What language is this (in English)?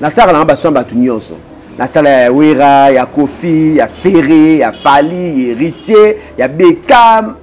Lingala